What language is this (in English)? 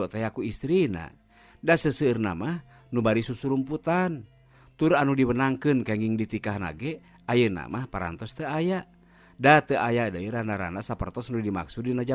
Sundanese